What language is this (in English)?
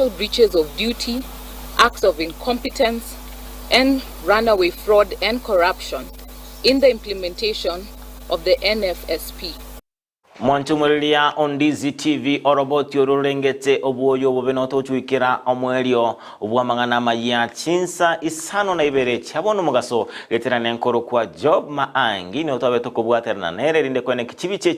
Gusii